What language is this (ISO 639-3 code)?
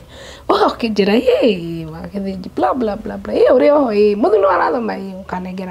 kik